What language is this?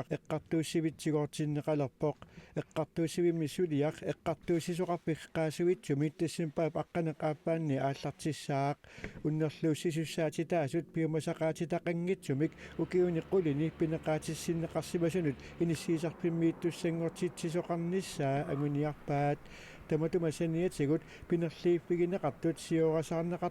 Kalaallisut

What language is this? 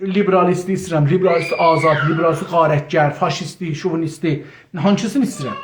South Azerbaijani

